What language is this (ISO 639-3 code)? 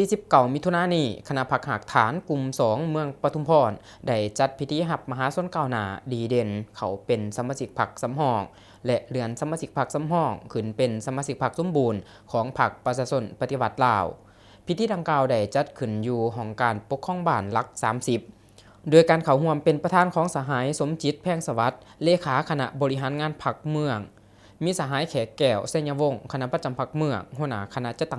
lao